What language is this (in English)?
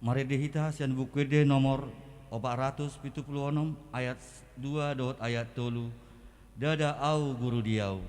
Batak Toba